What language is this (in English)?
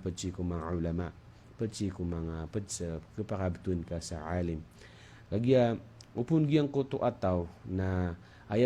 Maranao